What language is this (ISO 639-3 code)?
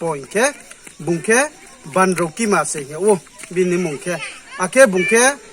ria